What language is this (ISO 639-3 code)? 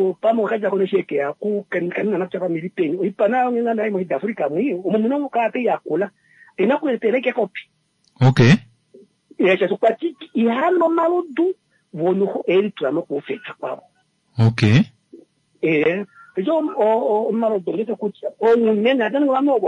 kua